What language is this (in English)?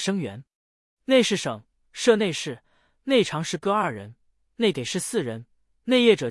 Chinese